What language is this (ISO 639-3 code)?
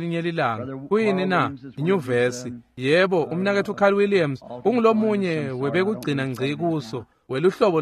ssw